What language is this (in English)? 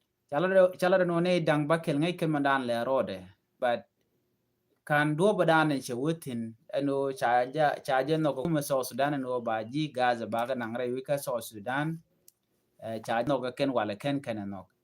Nuer